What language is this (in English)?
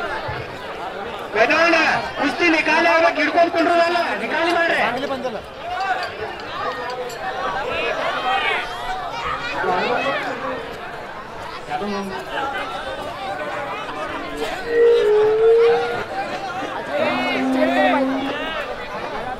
Kannada